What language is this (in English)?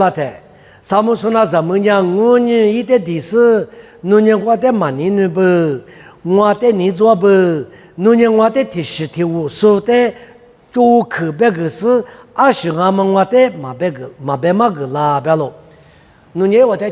Lisu